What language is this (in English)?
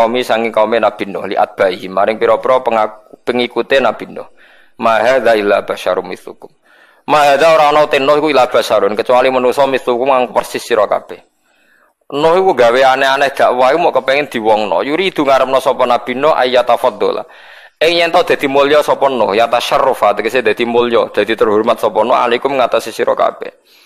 Javanese